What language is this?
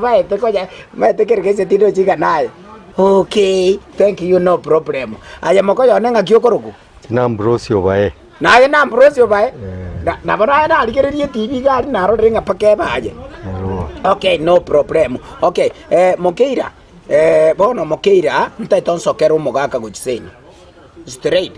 Gusii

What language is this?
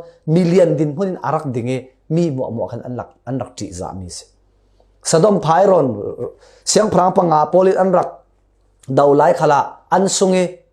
Falam Chin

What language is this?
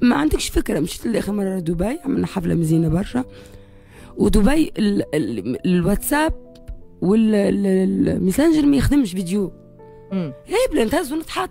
Tunisian Arabic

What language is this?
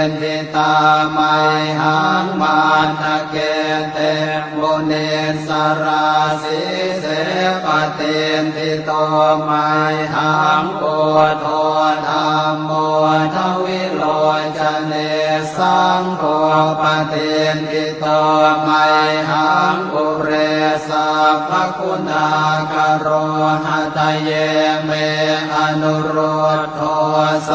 Pali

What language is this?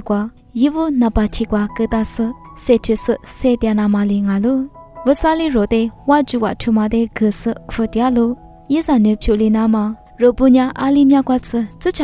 Lisu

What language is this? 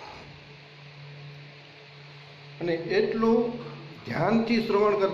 Gujarati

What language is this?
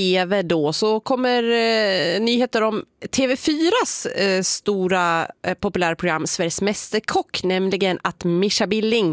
Swedish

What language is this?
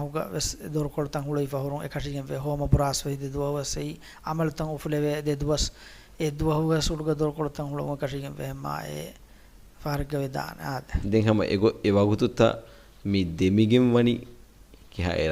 Divehi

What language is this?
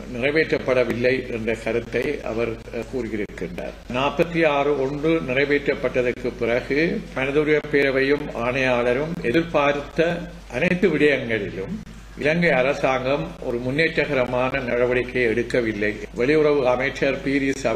Tamil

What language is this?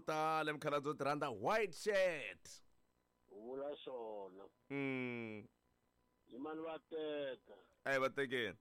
Tsonga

